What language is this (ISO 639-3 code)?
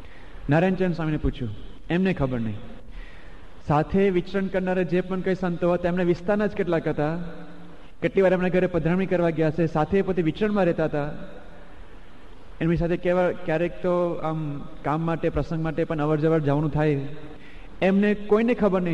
guj